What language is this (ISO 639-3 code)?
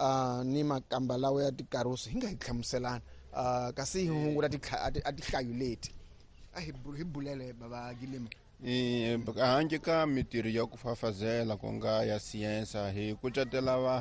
tso